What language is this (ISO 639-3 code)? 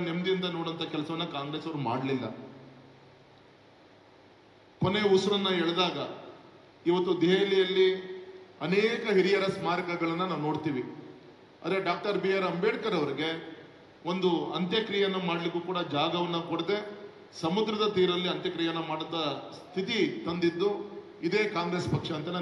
kan